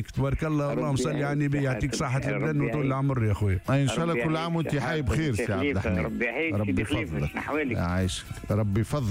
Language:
Tunisian Arabic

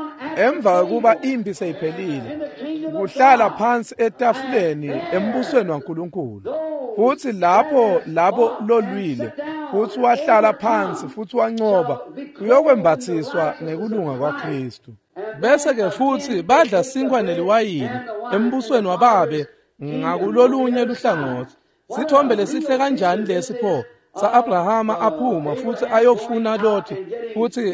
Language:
Swati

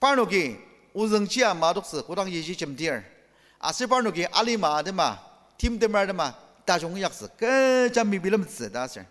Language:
Ao Naga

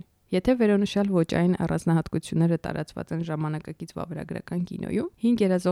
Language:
Armenian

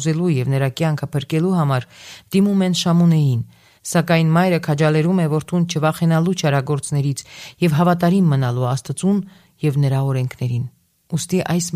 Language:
Armenian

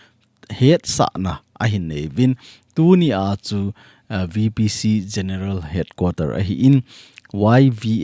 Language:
Thado Chin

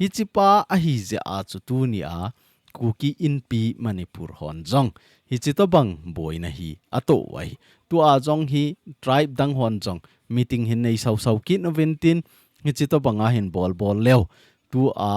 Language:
Thado Chin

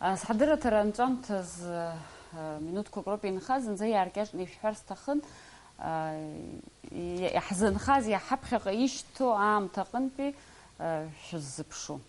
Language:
Abkhazian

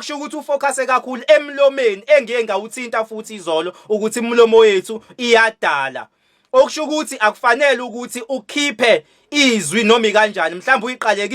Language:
Zulu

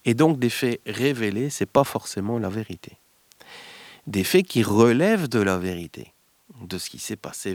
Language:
French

